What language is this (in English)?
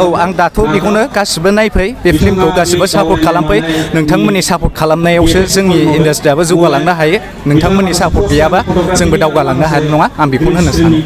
Bodo